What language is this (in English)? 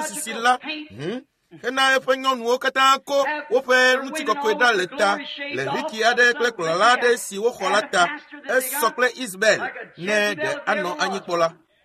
Ewe